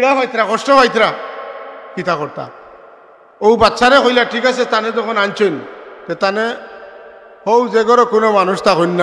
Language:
Sylheti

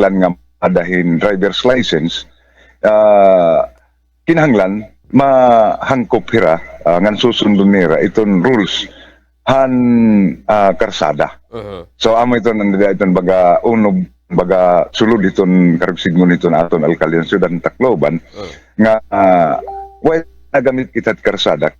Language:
Waray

